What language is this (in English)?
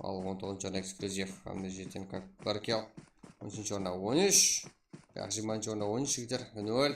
Kara-Kalpak